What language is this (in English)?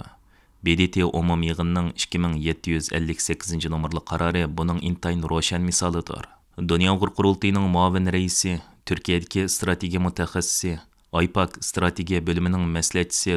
Uyghur